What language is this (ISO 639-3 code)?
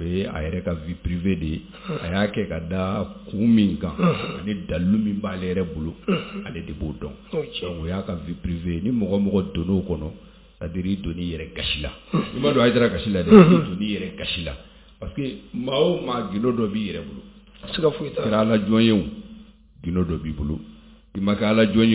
bam